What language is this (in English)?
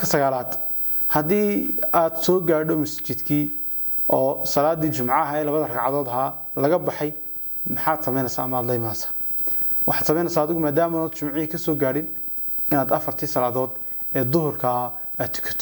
Somali